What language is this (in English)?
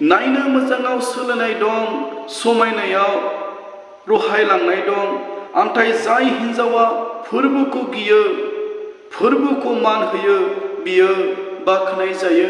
Bodo